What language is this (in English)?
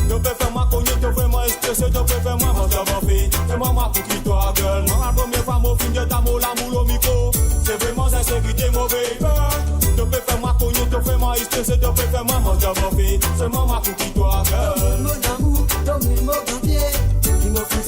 Morisyen